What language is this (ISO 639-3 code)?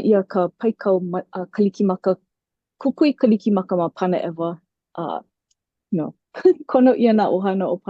haw